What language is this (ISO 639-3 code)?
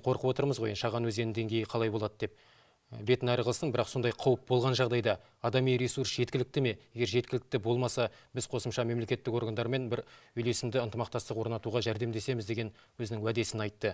kaz